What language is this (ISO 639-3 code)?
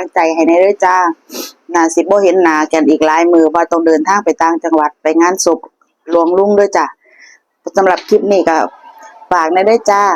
tts